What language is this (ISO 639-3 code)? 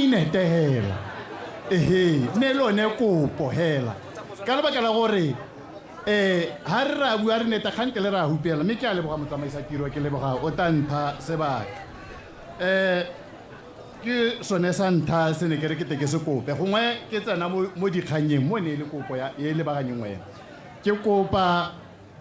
tsn